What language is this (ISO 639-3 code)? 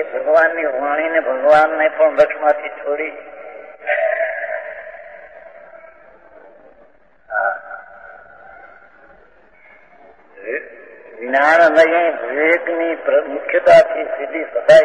guj